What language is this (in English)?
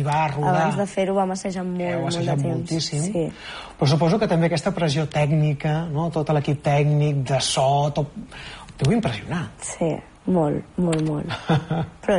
Catalan